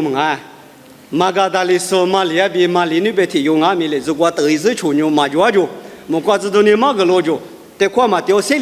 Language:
Lisu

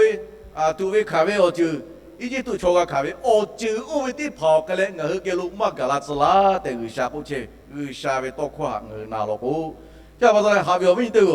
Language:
Lahu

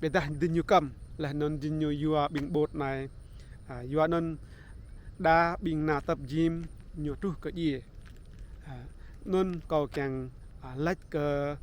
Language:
Rade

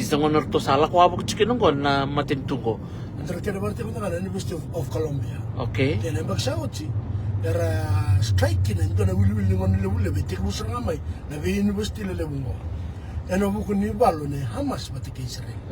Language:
Fijian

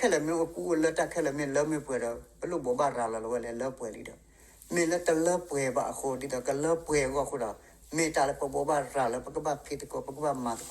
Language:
S'gaw Karen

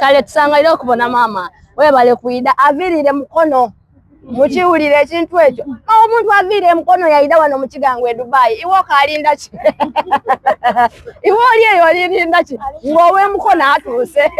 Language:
Soga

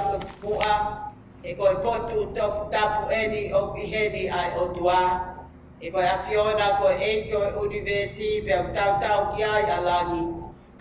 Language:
Tongan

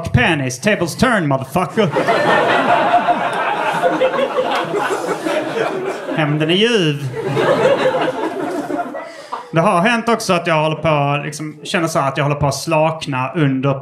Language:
Swedish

